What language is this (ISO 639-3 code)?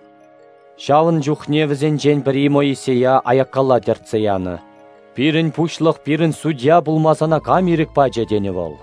chv